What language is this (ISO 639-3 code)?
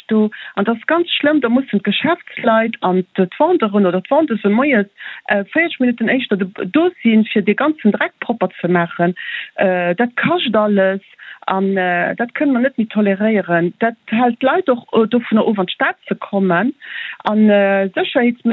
ltz